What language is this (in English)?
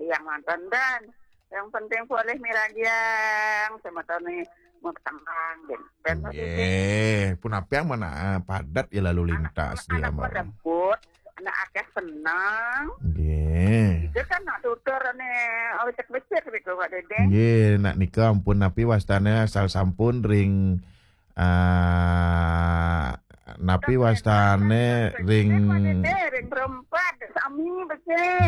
Balinese